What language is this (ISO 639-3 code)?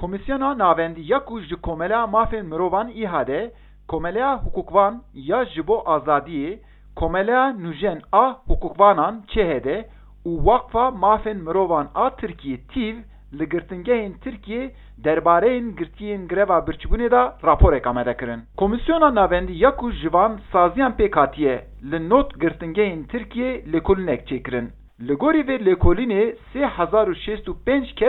kur